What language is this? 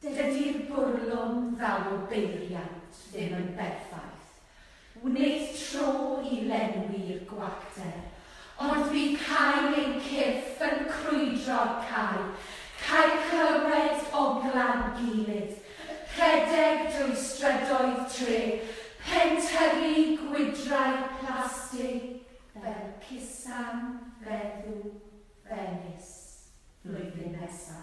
Welsh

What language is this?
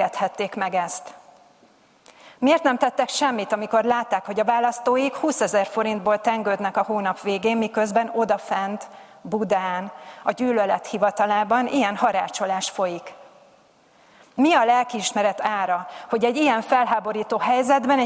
Hungarian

